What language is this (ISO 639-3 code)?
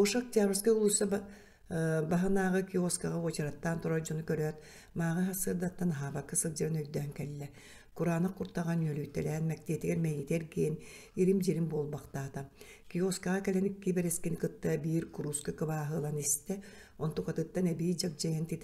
sah